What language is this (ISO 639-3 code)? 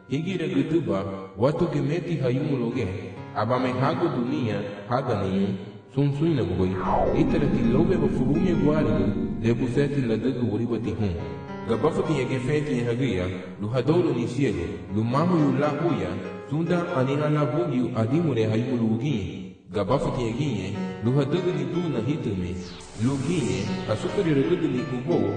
cab